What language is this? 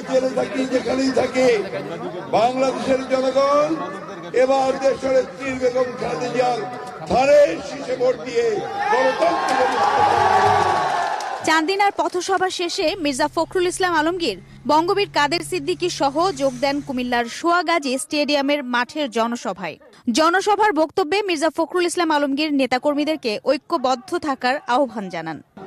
Bangla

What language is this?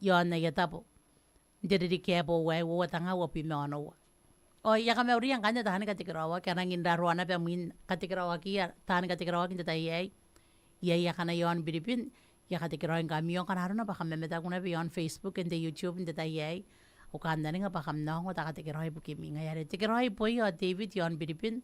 Gilbertese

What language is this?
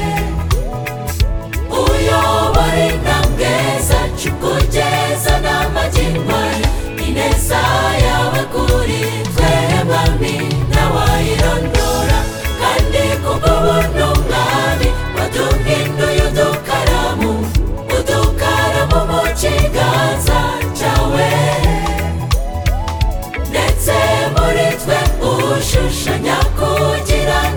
Kinyarwanda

